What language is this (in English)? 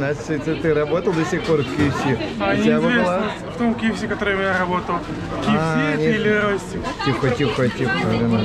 Russian